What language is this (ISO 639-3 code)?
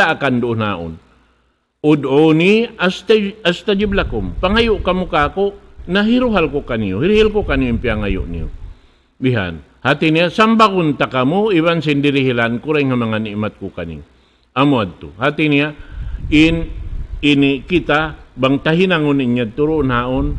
tsg